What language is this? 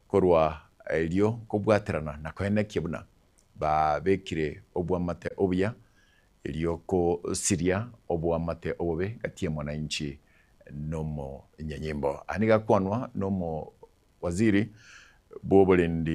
Gusii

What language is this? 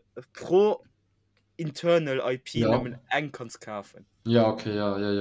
Luxembourgish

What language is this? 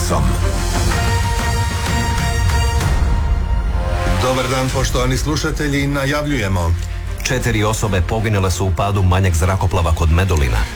Croatian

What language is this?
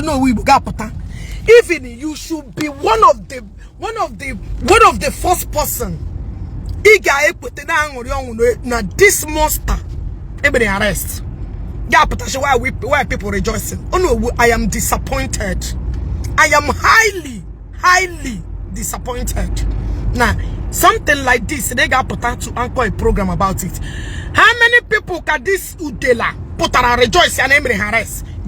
Igbo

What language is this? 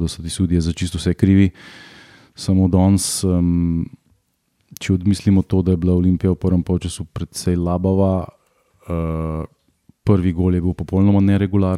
Slovenian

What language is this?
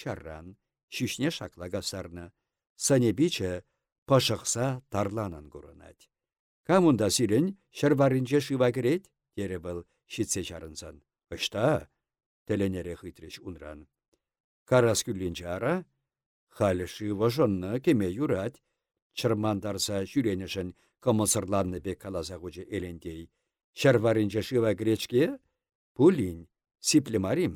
Chuvash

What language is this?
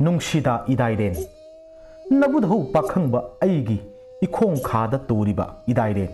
Manipuri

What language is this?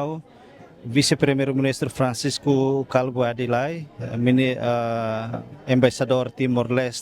Tetum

